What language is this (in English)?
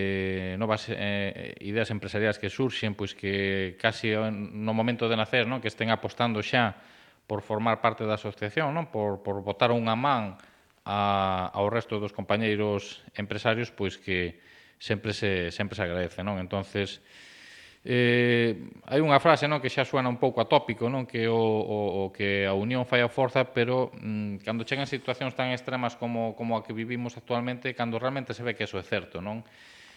Galician